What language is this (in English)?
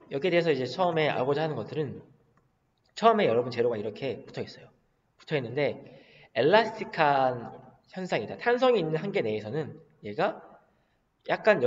Korean